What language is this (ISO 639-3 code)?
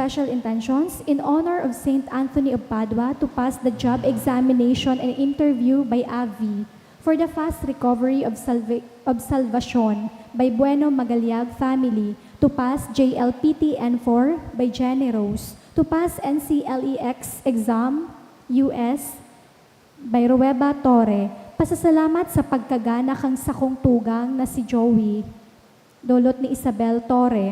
bik